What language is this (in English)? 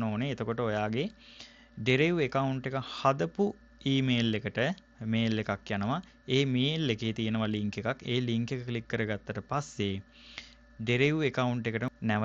Sinhala